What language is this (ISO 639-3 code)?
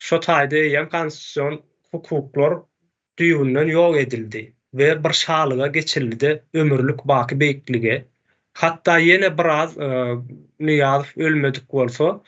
tuk